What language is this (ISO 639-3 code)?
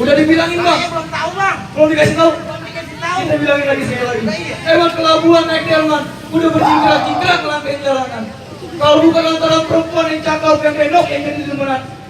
bew